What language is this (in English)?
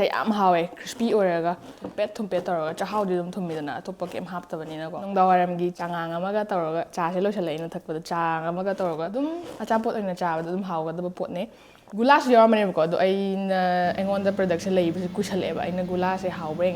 Manipuri